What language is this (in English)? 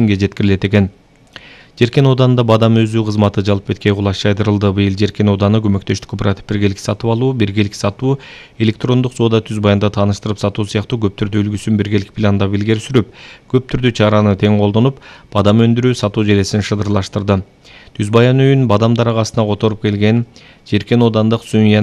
Kyrgyz